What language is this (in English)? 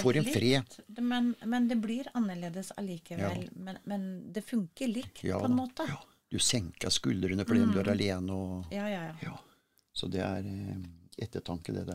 Norwegian